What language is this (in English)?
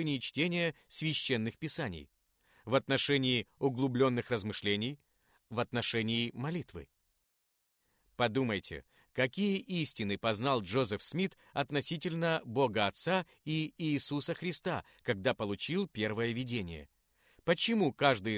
Russian